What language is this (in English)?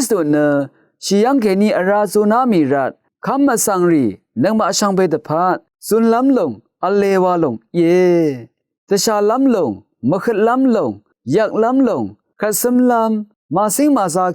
Rawang